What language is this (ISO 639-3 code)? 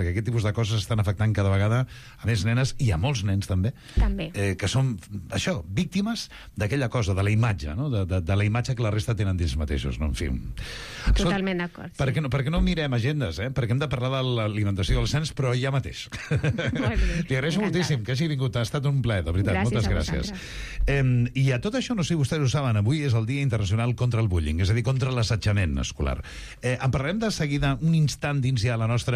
cat